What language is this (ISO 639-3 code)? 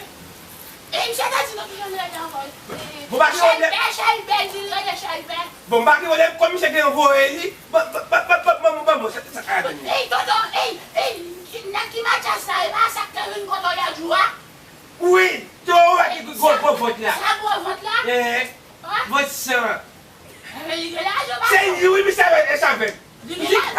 hat